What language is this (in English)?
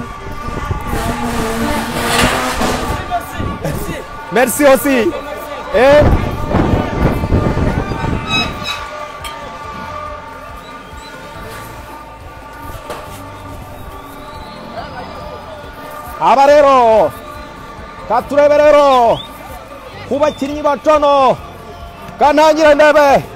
Kinyarwanda